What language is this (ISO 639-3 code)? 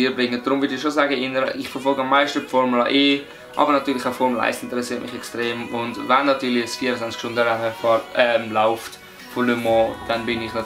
gsw